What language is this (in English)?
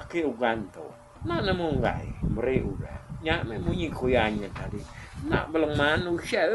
Iban